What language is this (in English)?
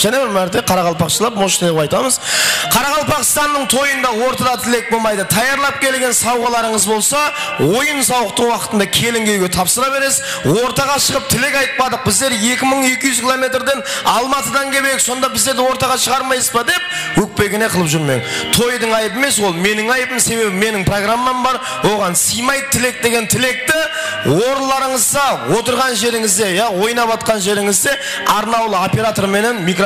Kara-Kalpak